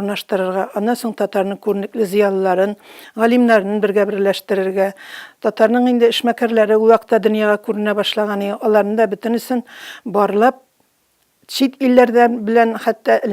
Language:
Tatar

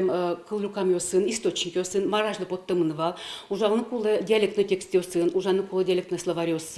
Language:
Udmurt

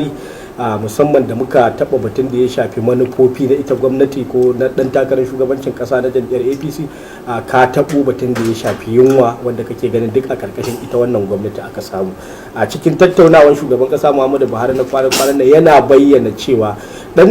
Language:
Hausa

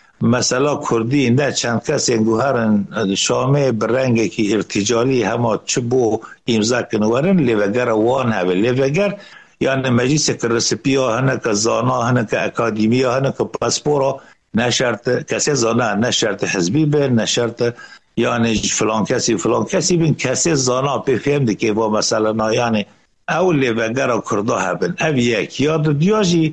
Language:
Kurdish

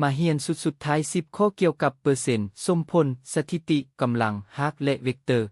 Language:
Lao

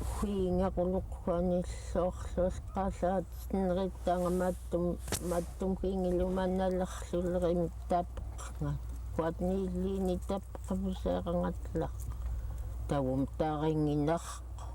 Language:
Central Yupik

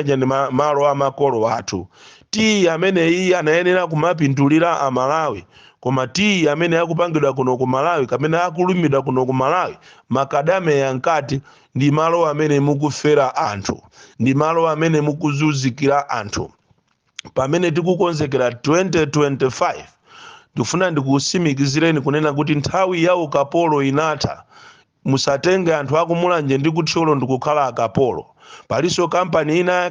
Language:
Nyanja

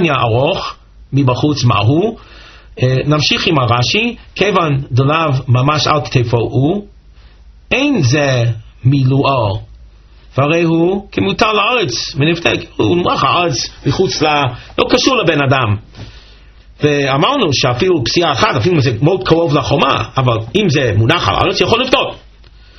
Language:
Hebrew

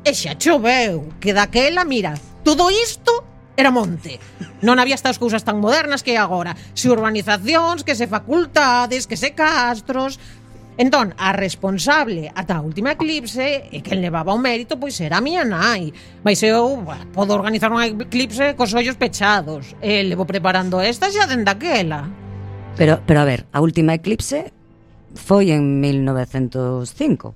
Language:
Galician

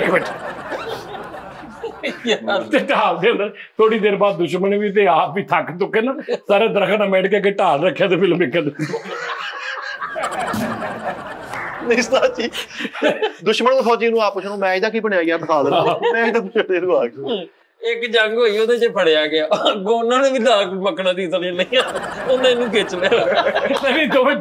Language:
Punjabi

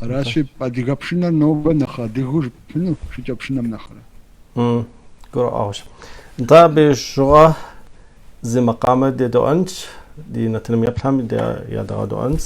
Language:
Kabardian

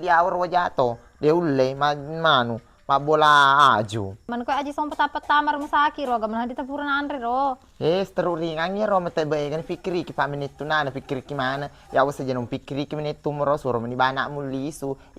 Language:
Buginese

